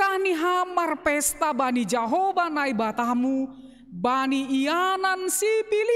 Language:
Batak Simalungun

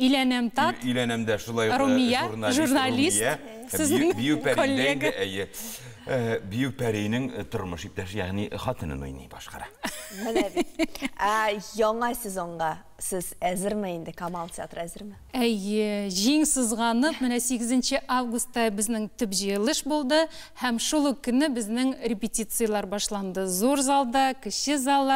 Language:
Tatar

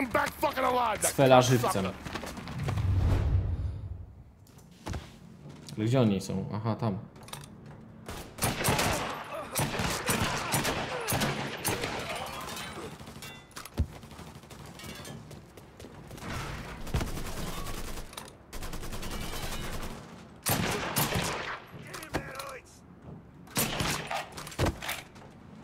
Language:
Polish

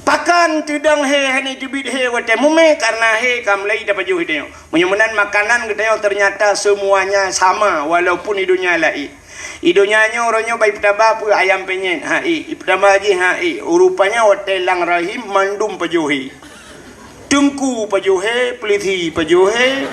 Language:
Achinese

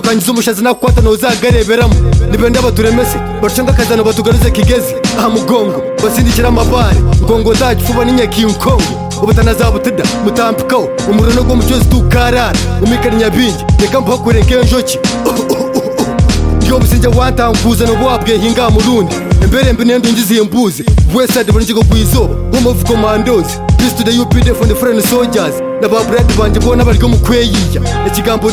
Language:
Kinyarwanda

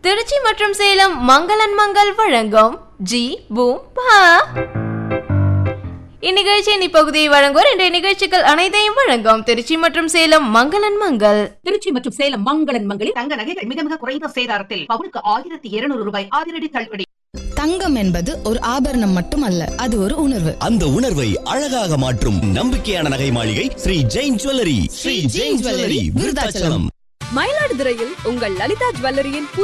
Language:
Tamil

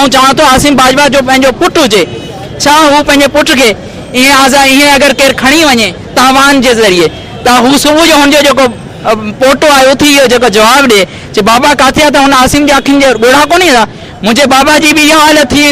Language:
Sindhi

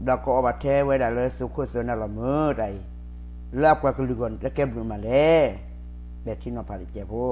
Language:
S'gaw Karen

